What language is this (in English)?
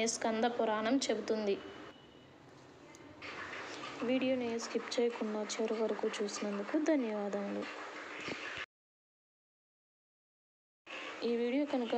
Telugu